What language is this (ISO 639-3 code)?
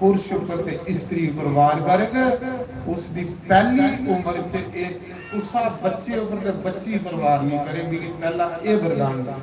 doi